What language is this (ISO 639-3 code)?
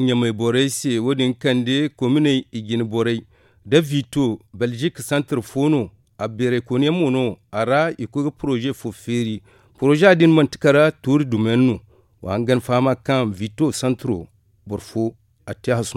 dje